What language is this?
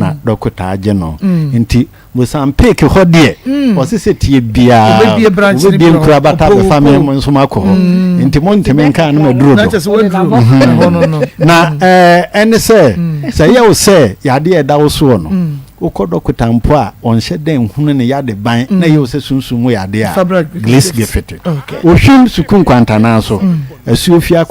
Akan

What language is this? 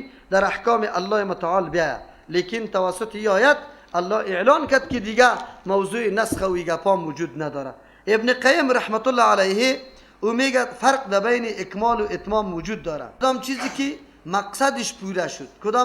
Persian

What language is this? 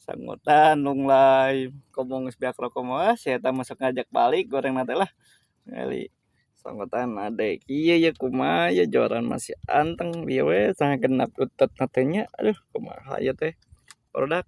Sundanese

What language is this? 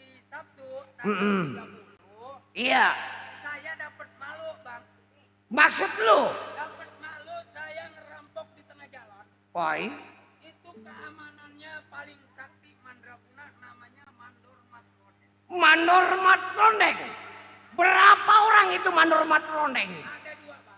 Betawi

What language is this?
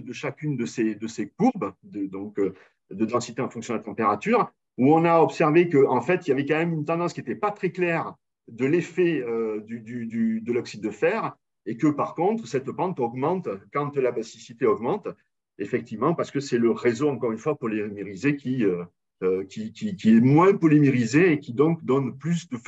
French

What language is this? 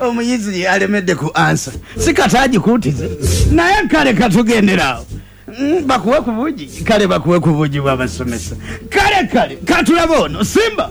Ganda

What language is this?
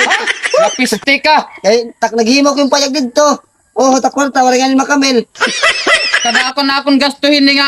Waray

